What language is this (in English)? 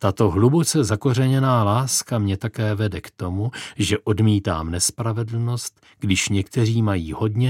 Czech